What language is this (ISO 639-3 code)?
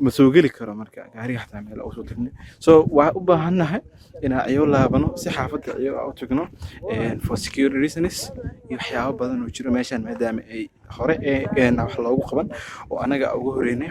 som